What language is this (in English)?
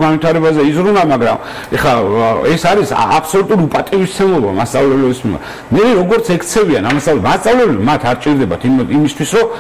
Georgian